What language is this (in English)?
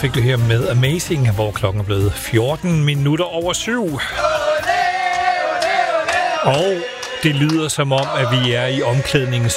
Danish